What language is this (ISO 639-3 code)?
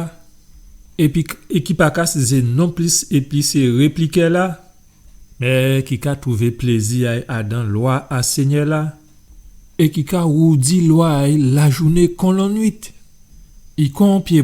gcf